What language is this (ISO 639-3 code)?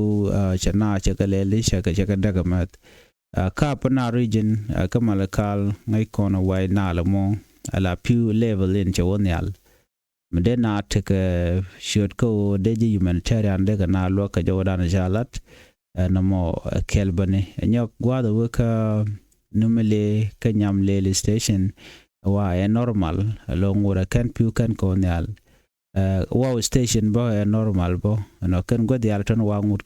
nus